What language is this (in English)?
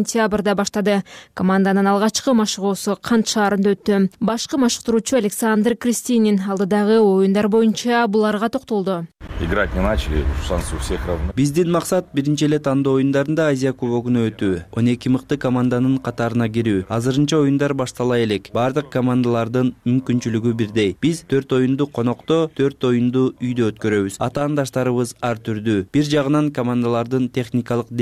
Kyrgyz